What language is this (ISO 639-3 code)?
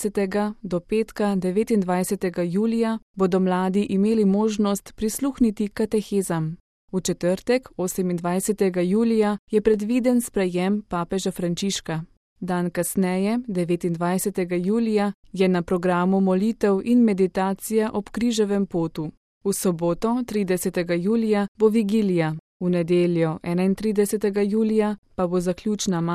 slv